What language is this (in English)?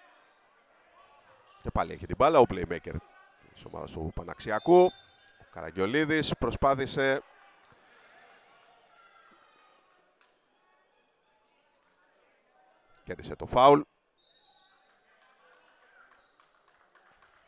Greek